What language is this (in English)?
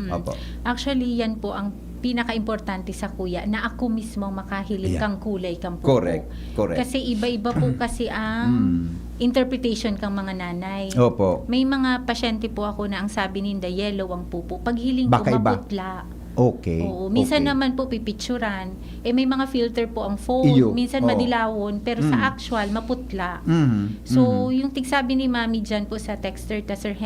Bikol